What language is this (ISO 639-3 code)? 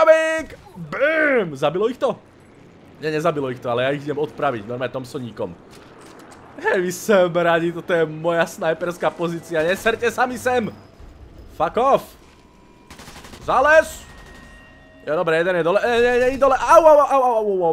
slk